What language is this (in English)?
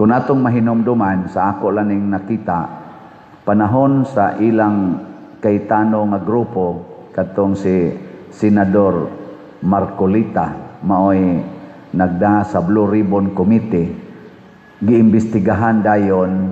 Cebuano